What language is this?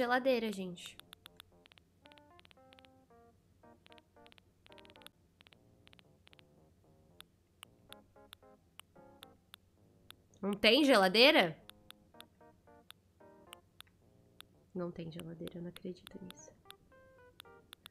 Portuguese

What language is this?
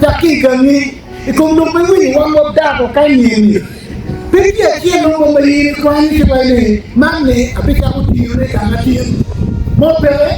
Acoli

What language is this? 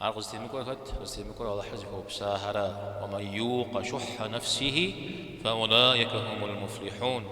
Kabardian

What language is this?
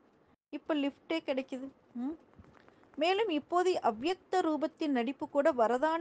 Tamil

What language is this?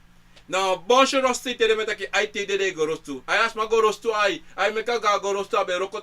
Sranan Tongo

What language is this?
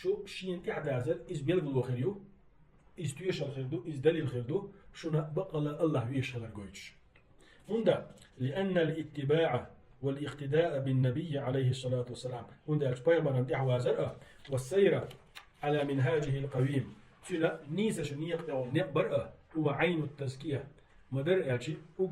Chechen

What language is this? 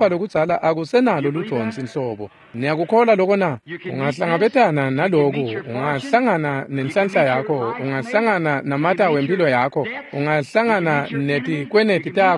Swati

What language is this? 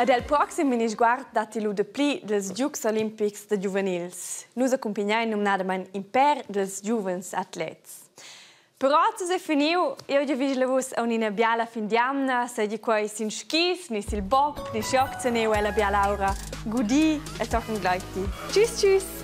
Romansh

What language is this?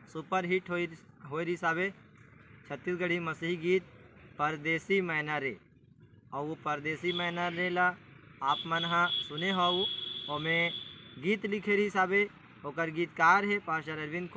Chhattisgarhi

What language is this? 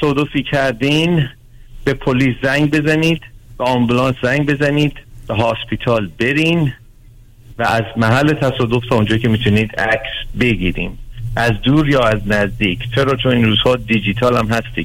Persian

